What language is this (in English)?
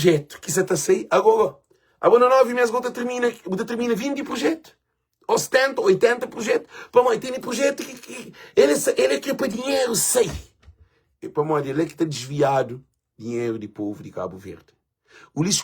Kabuverdianu